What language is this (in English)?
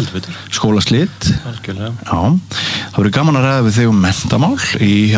Icelandic